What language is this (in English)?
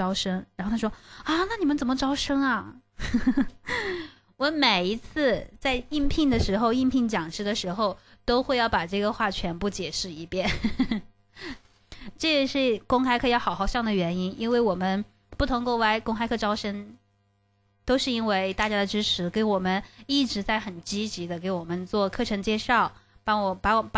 Chinese